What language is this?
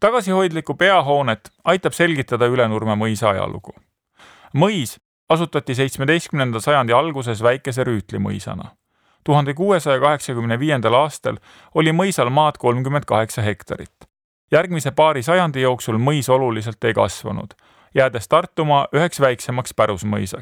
Estonian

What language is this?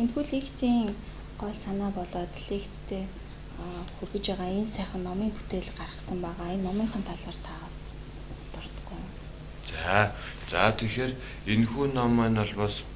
Mongolian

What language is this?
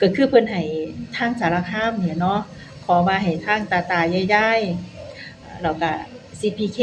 Northeastern Thai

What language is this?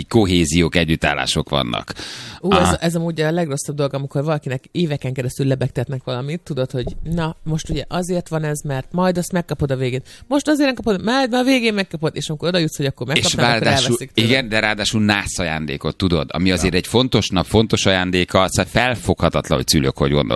Hungarian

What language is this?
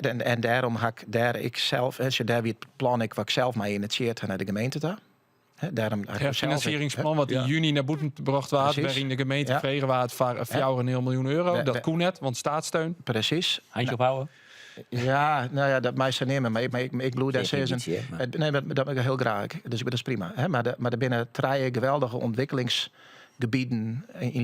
Western Frisian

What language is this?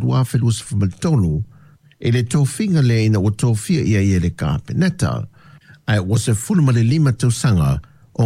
Samoan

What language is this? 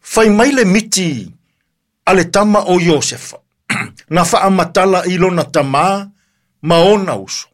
Samoan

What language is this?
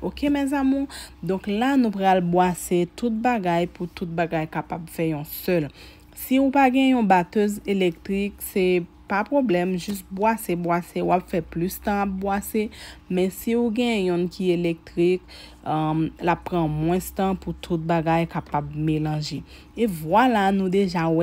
Haitian Creole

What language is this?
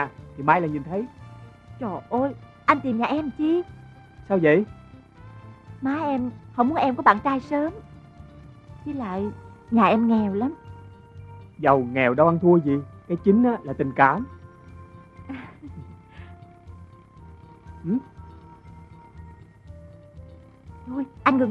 Vietnamese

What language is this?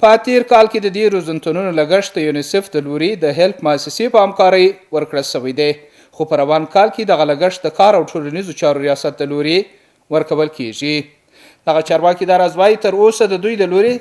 Pashto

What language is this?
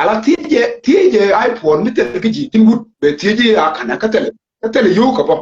Nuer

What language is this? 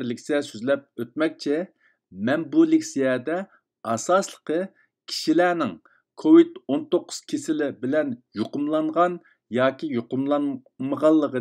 Uyghur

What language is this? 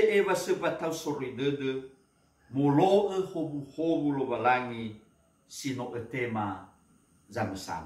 Nias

